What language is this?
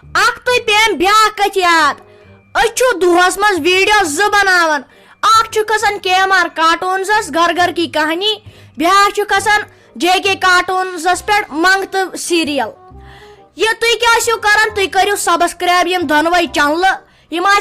Kashmiri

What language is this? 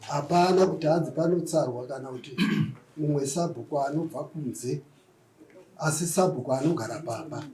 Shona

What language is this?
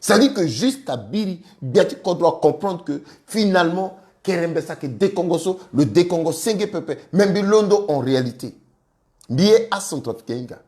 Sango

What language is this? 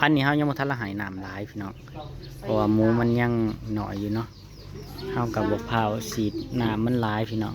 Northeastern Thai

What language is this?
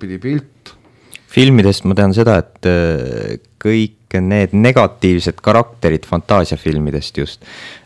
Estonian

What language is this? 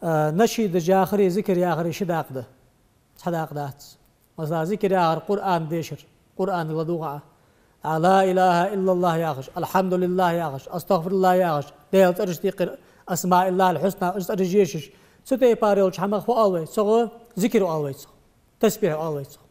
Ingush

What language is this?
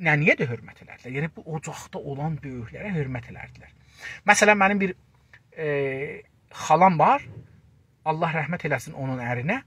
South Azerbaijani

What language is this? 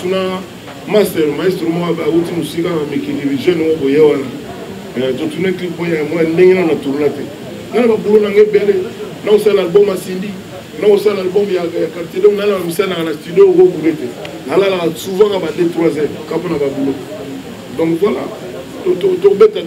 Lingala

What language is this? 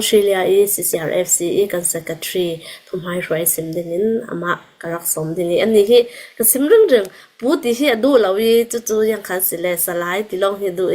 Hakha Chin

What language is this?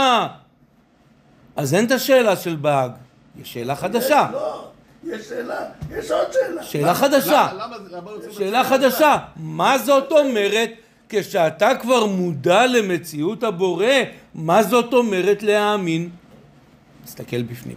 Hebrew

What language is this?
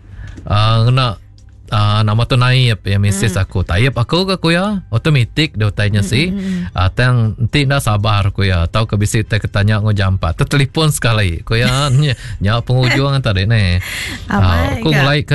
Iban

